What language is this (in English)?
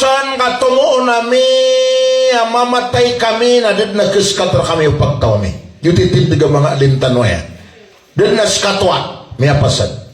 Maranao